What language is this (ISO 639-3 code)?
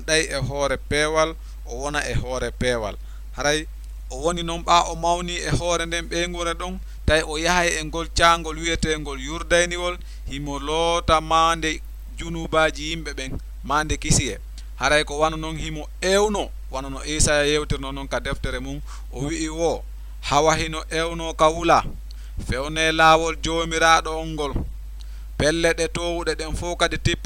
ful